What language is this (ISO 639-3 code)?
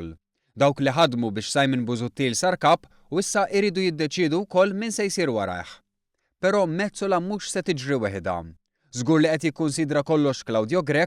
mlt